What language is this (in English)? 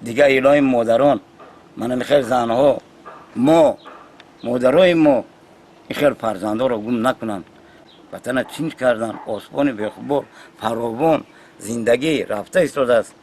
Tajik